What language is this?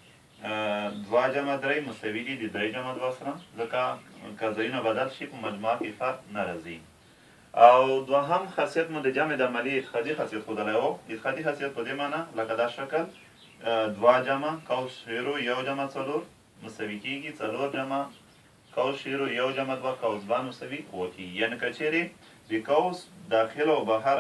Pashto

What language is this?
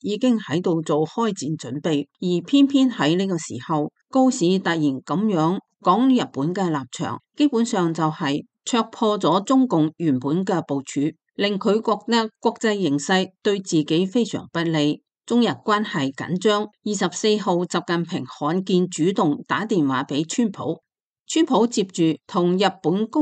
Cantonese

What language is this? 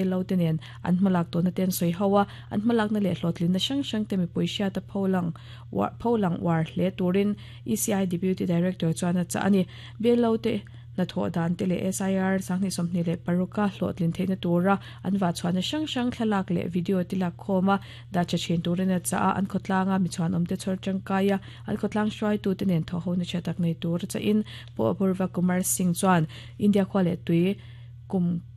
Mizo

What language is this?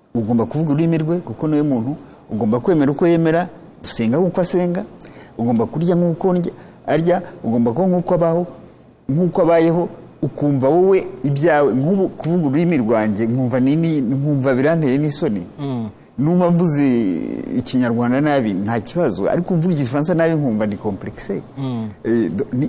Kinyarwanda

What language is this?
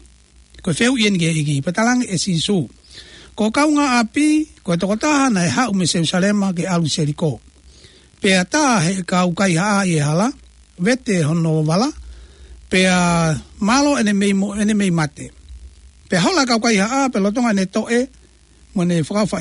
Tongan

